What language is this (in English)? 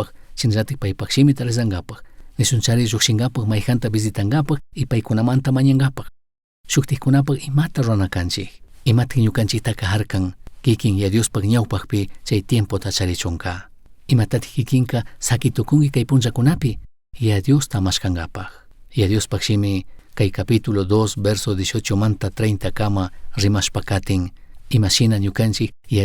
Chimborazo Highland Quichua